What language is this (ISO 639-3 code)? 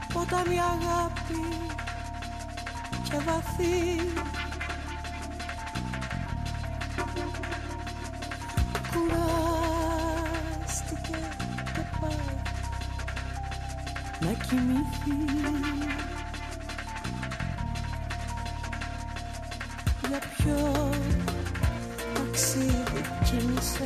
ell